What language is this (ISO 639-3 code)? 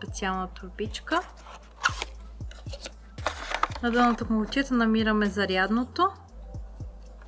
bul